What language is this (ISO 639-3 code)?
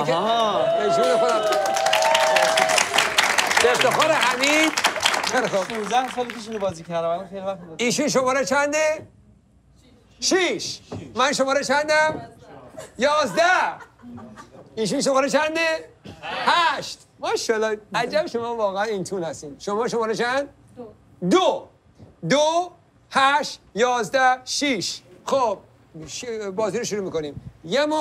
fas